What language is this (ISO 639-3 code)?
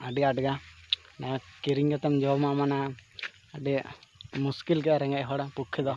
sat